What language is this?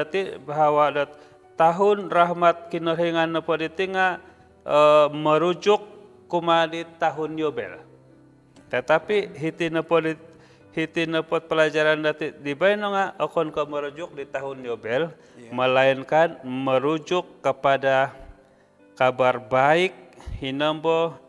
Central Dusun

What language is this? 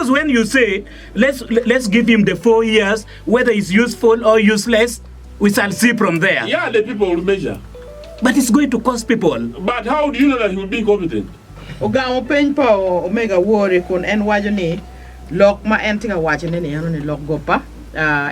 Acoli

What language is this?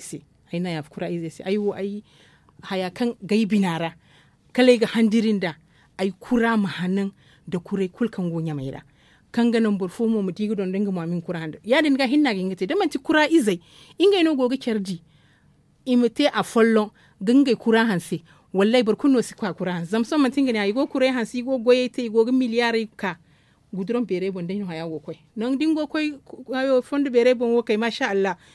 Zarma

